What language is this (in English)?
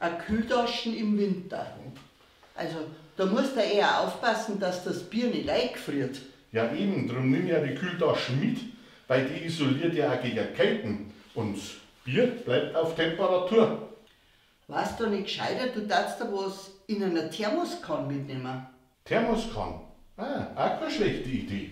Bavarian